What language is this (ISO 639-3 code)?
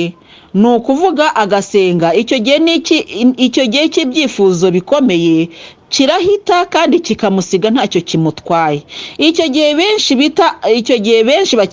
kin